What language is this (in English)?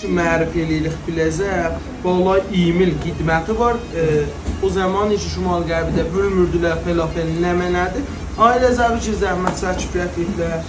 South Azerbaijani